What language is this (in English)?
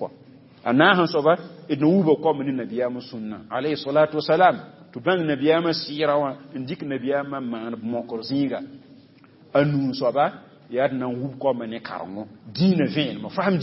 Mossi